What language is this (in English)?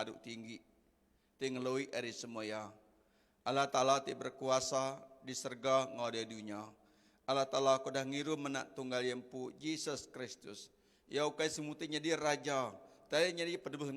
Iban